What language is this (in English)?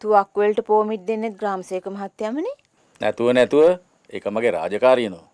Sinhala